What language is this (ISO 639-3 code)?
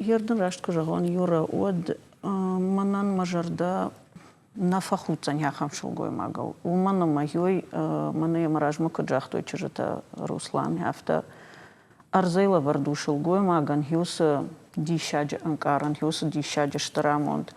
oss